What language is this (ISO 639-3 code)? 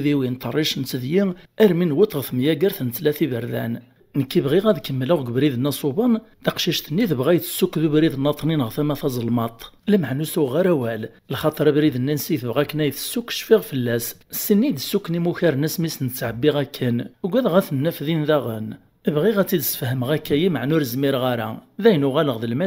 kab